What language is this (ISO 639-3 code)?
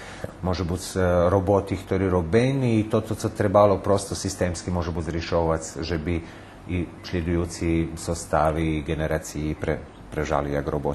rue